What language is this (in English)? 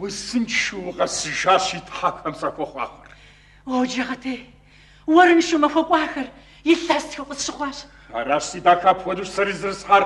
Kabardian